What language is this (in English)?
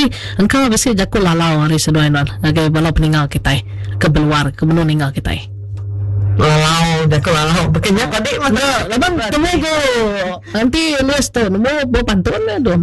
Iban